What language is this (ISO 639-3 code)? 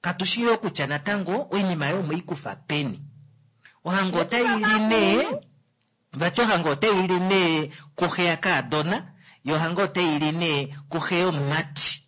kua